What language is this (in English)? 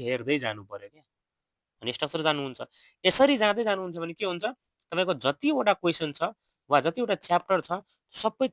Nepali